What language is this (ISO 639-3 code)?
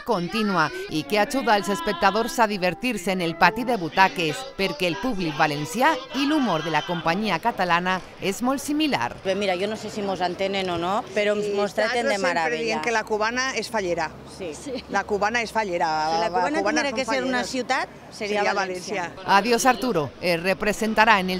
cat